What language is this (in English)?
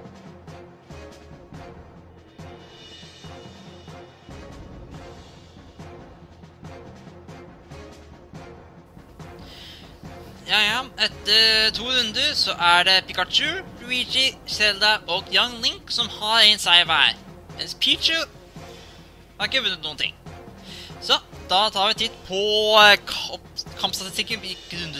Norwegian